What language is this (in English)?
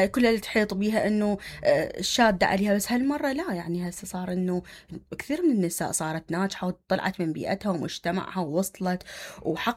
Mesopotamian Arabic